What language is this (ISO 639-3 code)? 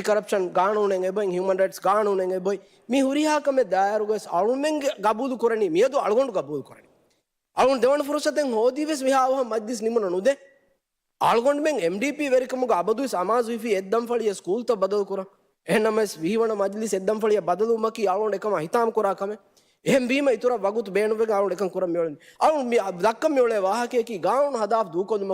div